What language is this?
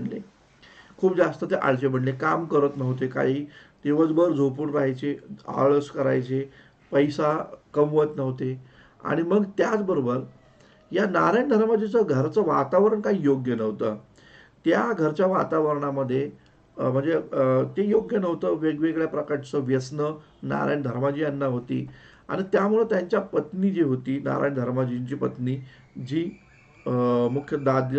Marathi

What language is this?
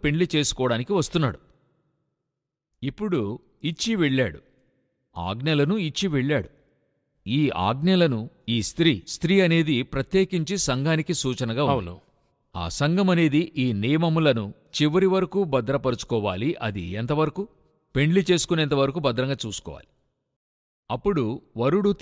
Telugu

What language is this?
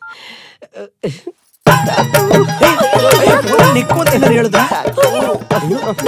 Kannada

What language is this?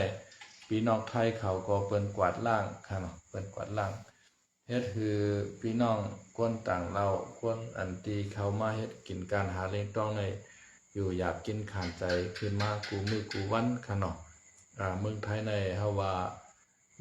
Shan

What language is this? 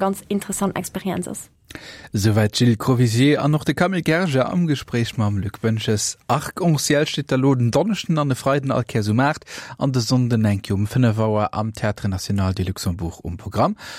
Luxembourgish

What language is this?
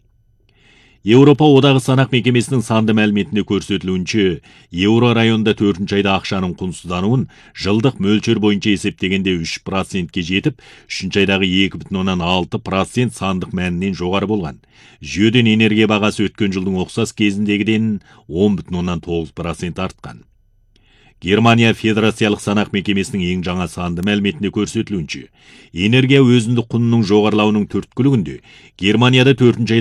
Kazakh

